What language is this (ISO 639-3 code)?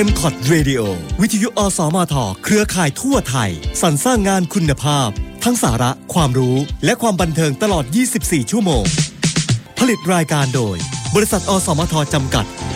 tha